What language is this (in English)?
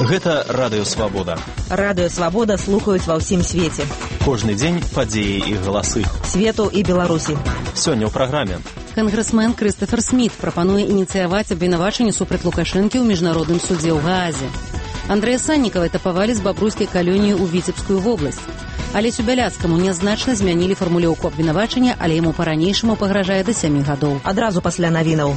Belarusian